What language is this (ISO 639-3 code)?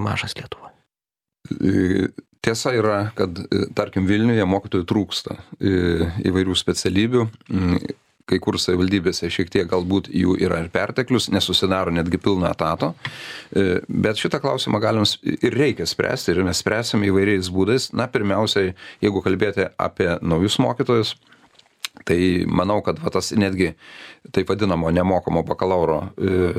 lit